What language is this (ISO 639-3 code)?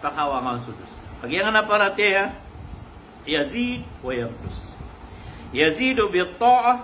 mrw